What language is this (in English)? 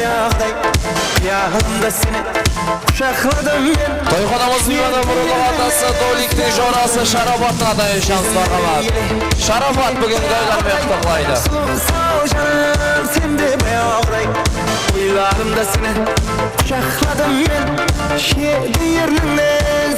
Kara-Kalpak